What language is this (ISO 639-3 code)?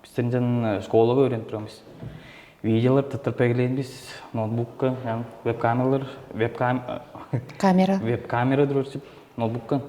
tyv